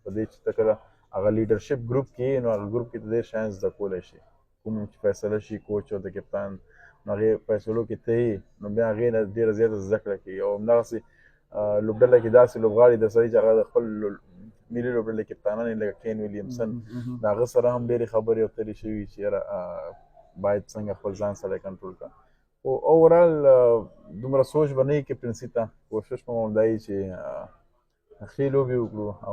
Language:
Pashto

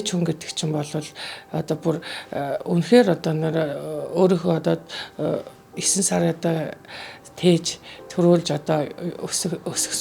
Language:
Mongolian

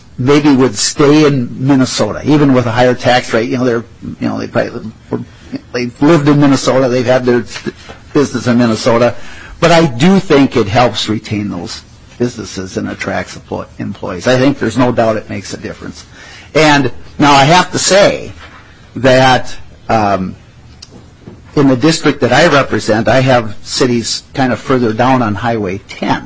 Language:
English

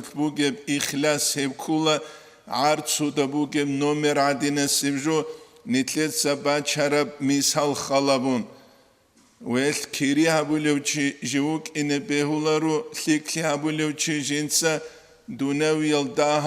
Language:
Avaric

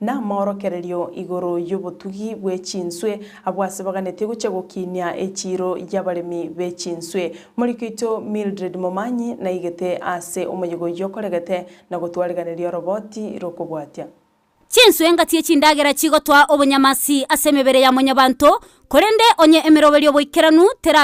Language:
Gusii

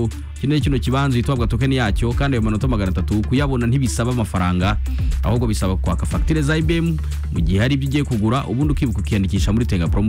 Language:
Kinyarwanda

